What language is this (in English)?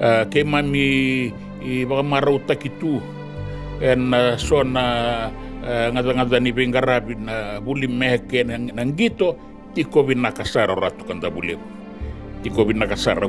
Fijian